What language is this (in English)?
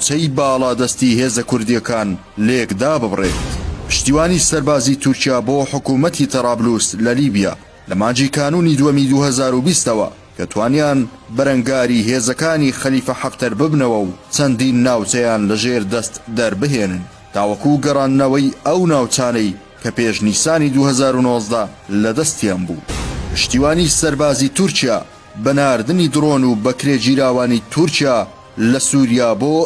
Central Kurdish